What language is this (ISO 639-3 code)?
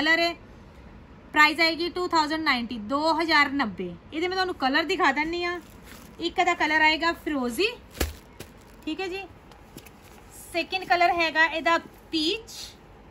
pan